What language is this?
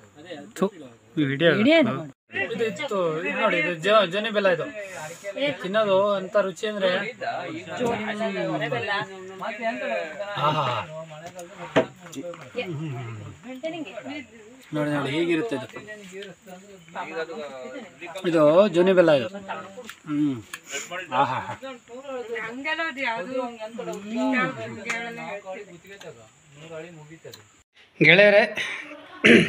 Kannada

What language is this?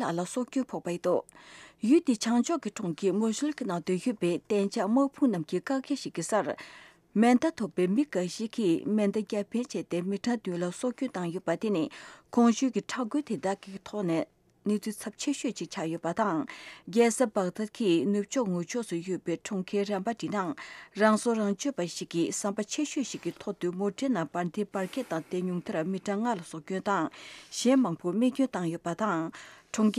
Tibetan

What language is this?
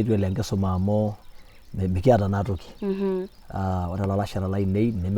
Masai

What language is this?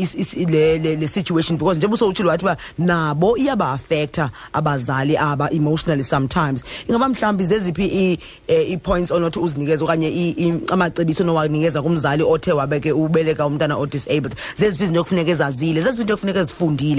Xhosa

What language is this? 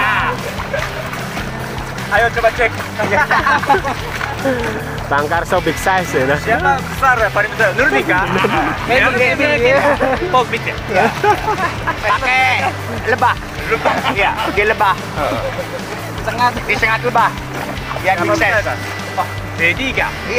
Indonesian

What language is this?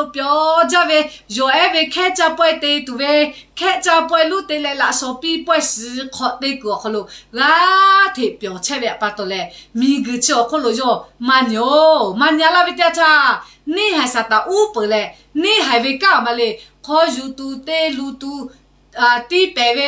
Lahu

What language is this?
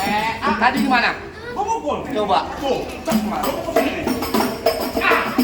Betawi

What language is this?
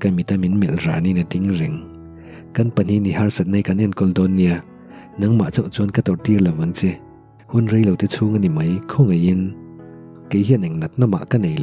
Mizo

